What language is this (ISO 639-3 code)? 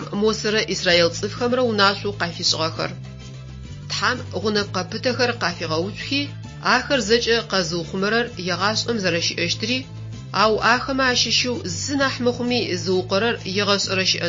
ady